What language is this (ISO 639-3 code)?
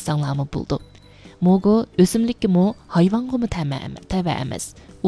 uig